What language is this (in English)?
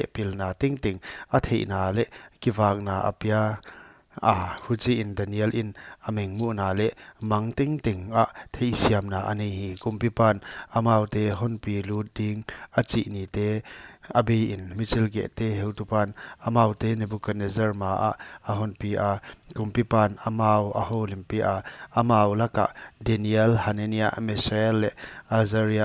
Paite Chin